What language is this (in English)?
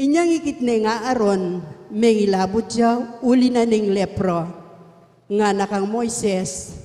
Pampanga